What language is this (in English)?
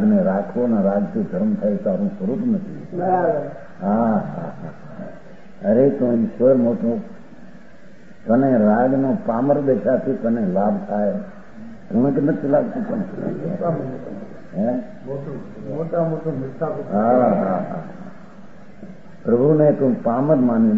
Gujarati